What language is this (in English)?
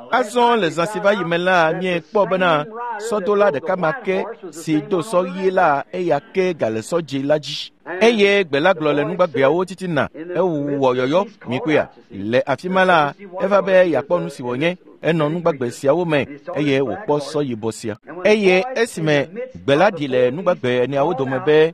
Ewe